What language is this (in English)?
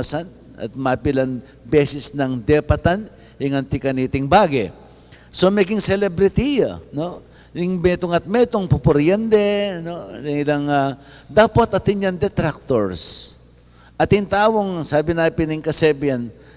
Pampanga